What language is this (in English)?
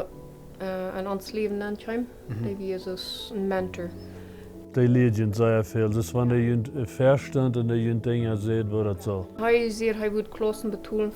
Plautdietsch